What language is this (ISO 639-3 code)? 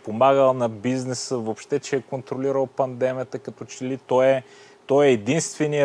bul